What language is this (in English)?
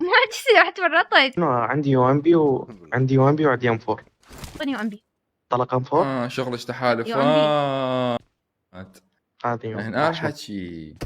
Mesopotamian Arabic